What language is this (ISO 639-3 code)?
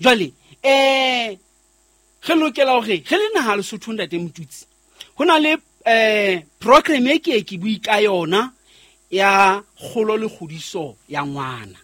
sot